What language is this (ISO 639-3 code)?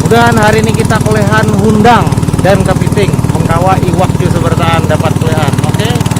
bjn